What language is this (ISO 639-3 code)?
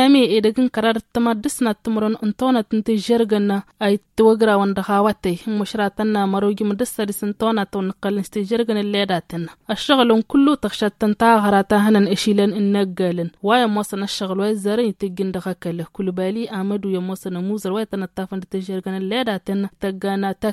taq